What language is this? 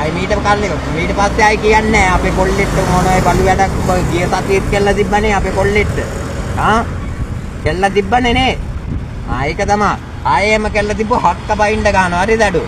Sinhala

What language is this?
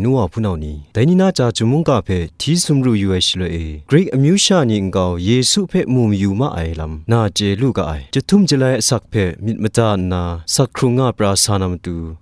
Kachin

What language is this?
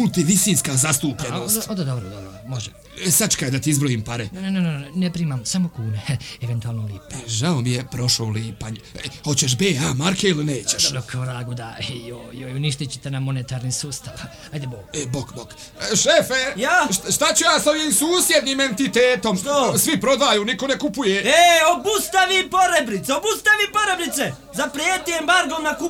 Serbian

